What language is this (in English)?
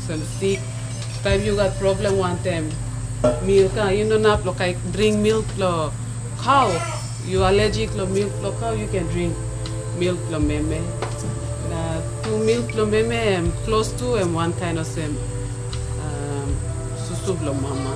Tok Pisin